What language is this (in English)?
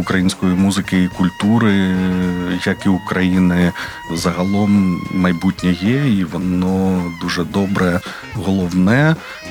Ukrainian